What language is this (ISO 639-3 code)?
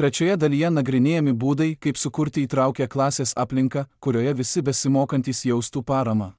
lit